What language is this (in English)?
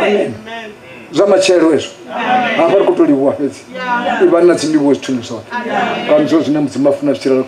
Venda